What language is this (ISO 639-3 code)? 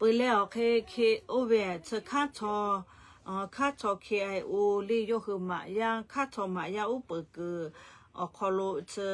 lhu